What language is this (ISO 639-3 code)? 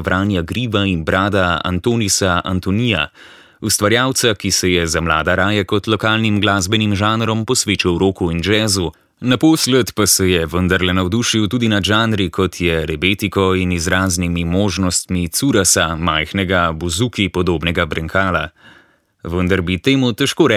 slv